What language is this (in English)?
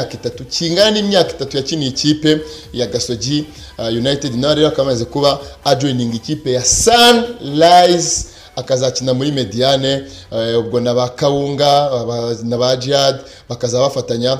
Kinyarwanda